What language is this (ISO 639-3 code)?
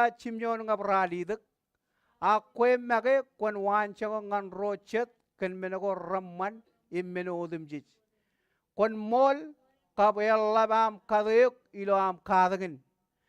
mah